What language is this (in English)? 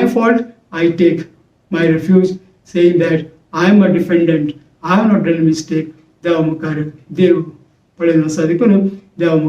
Konkani